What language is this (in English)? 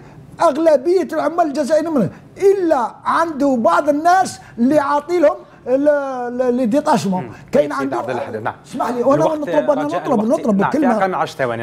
Algerian Arabic